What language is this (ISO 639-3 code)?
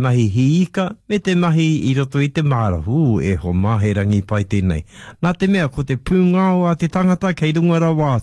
mri